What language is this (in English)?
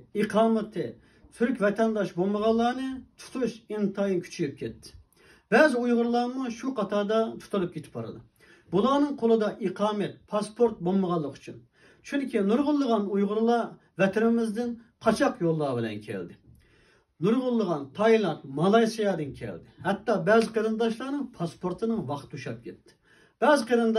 Uyghur